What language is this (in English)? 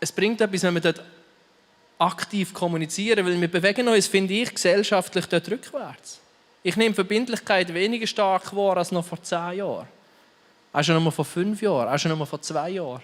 Swiss German